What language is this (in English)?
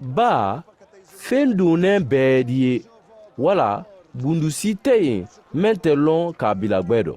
Mandingo